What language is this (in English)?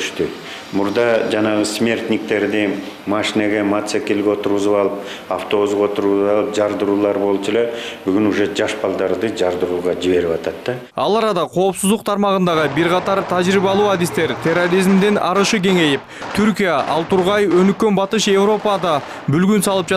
Kyrgyz